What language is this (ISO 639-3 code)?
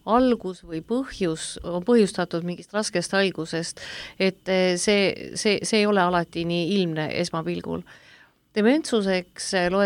est